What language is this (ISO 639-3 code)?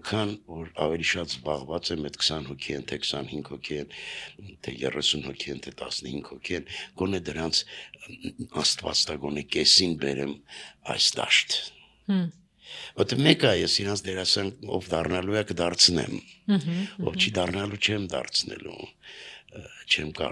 hye